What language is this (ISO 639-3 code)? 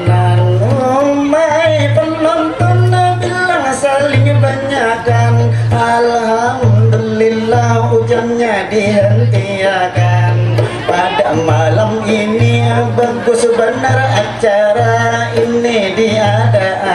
bjn